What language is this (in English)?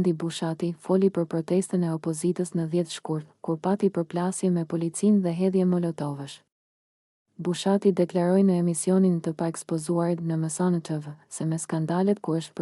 Albanian